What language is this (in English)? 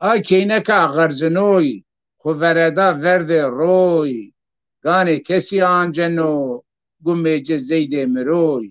Zaza